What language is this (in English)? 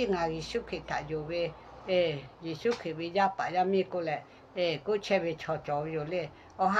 Lahu